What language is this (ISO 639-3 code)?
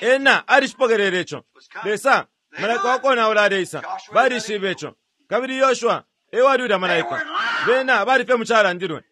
bem